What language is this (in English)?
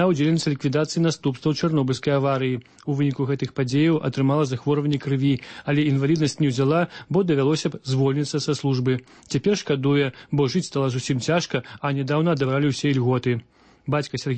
Belarusian